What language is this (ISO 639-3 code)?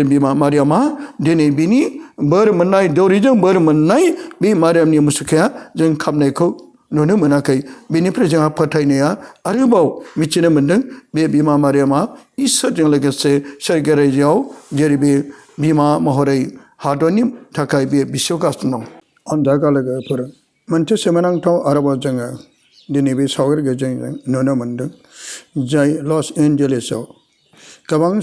brx